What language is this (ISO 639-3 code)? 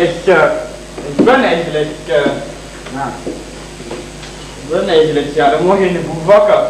lim